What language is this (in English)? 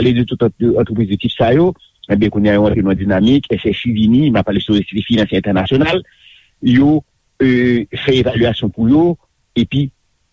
Haitian Creole